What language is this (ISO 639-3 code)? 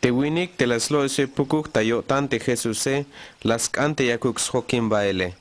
tzh